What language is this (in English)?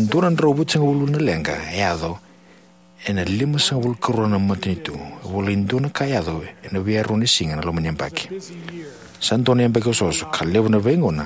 Fijian